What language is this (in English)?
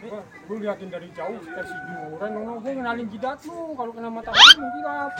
Betawi